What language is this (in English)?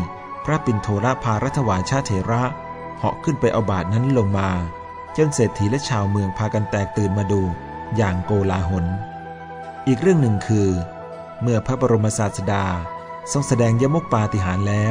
Thai